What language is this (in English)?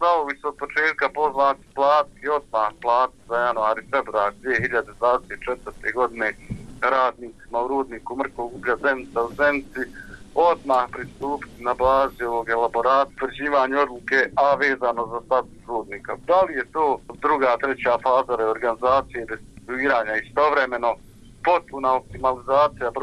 Bosnian